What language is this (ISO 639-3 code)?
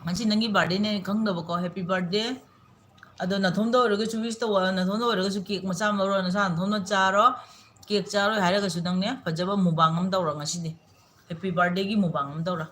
mni